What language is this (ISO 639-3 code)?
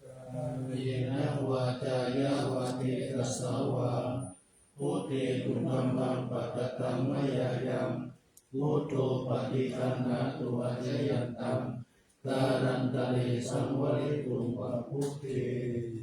pli